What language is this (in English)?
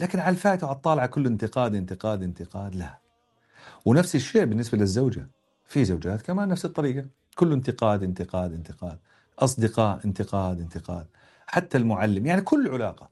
North Levantine Arabic